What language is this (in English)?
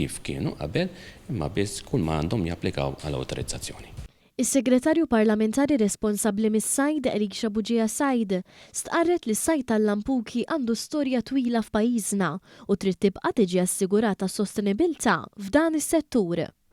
Maltese